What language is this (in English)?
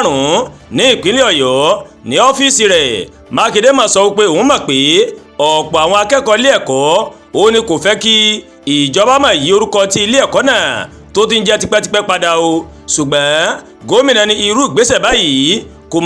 Yoruba